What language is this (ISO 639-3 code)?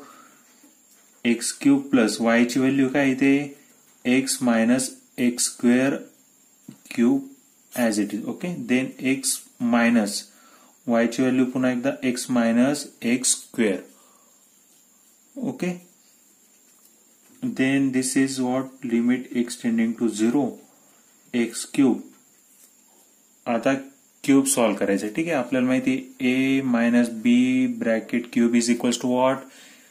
mar